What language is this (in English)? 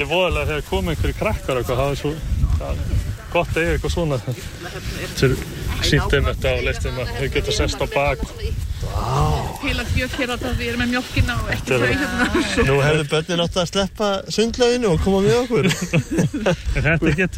Icelandic